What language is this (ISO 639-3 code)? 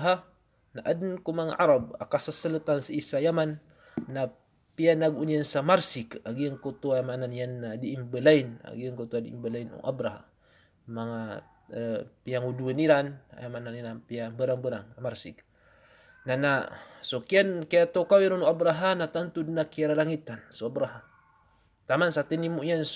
mrw